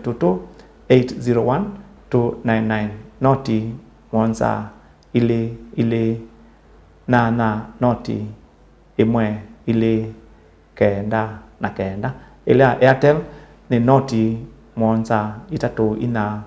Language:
Kamba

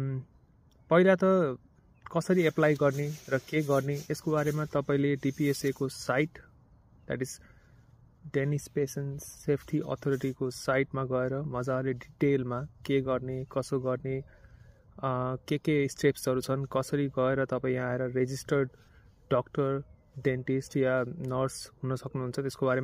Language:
Nepali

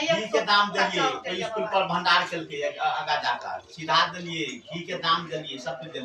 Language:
Maithili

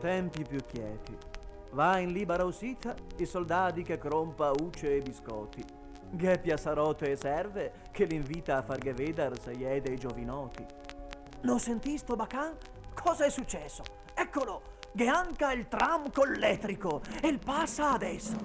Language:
Venetian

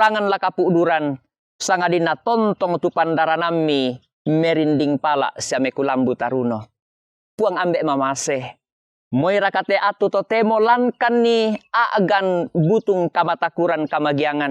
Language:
Toraja-Sa'dan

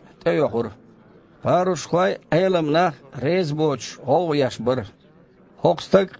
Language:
Chechen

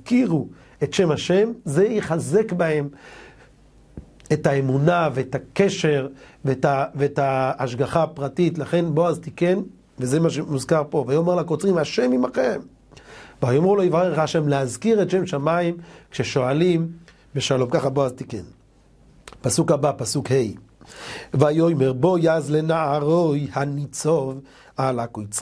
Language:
Hebrew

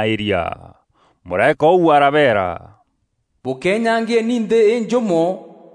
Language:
Meru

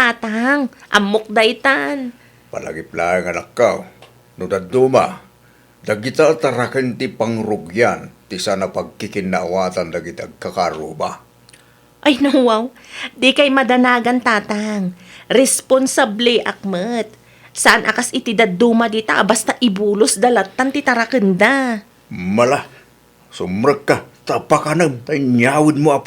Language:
Iloko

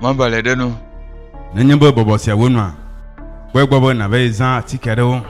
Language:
Ewe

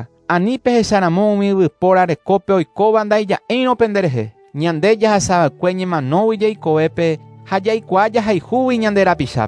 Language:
Guarani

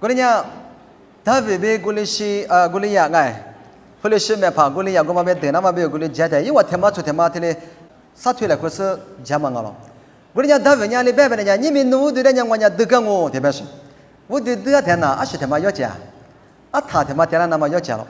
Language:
Lisu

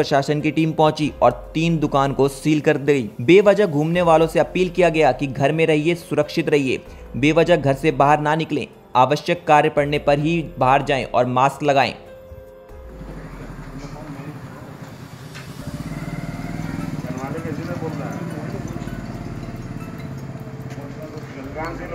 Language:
Hindi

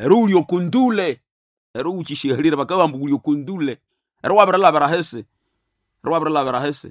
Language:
Nande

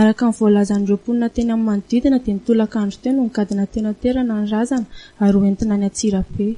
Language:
Malagasy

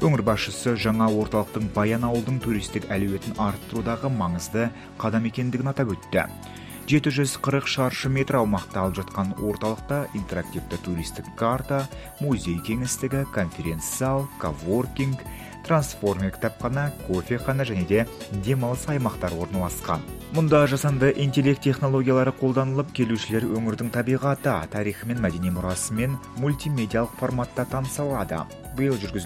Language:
Kazakh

